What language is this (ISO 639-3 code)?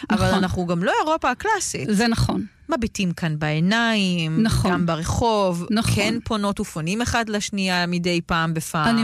heb